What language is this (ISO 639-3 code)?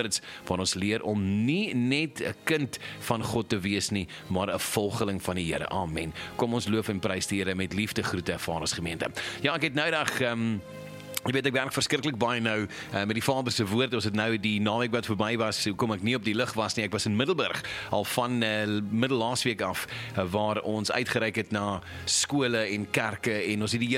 afr